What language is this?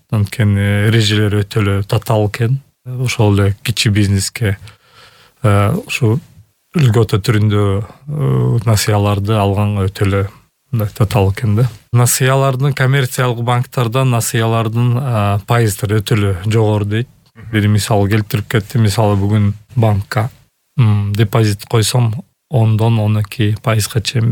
Kyrgyz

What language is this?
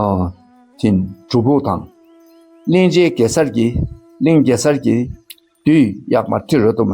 Dakpakha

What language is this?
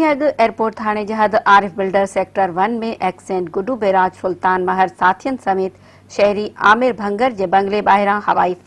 Sindhi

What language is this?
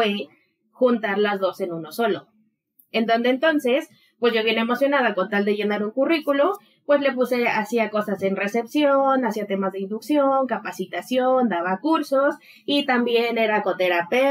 Spanish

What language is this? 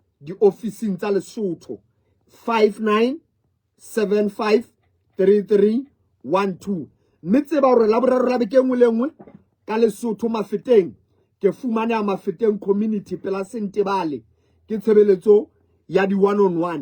Southern Sotho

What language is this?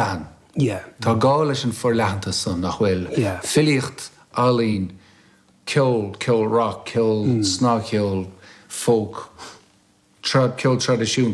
Irish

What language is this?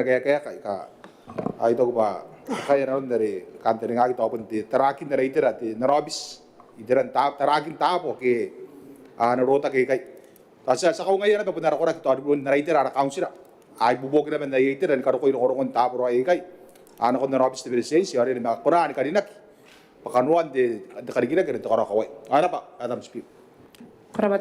Gilbertese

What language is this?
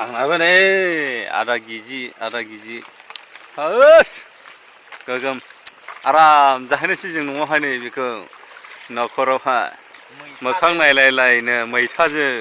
Bodo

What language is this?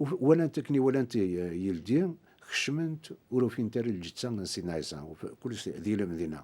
Kabyle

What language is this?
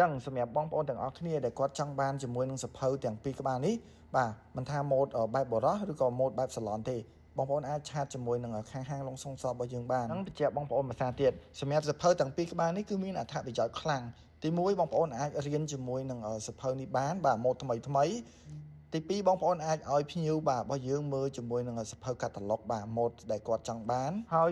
Khmer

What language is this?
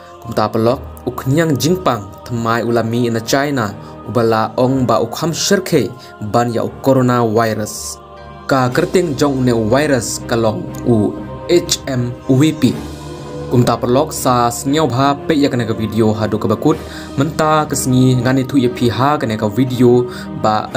Khasi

